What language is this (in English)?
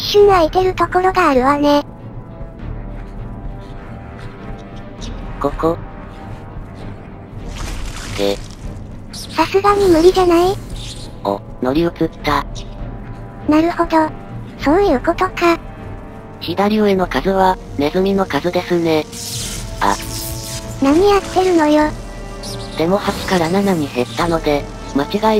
Japanese